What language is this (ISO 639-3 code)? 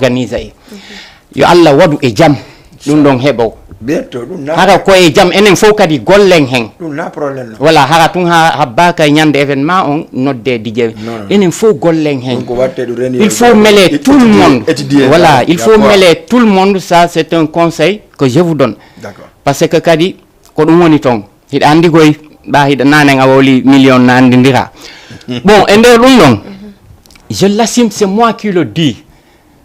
ful